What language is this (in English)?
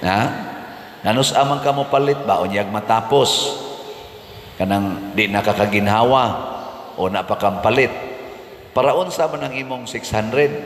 Cebuano